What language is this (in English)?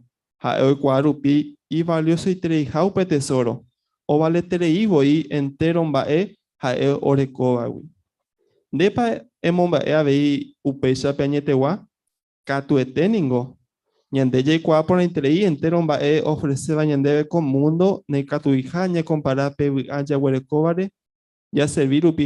Guarani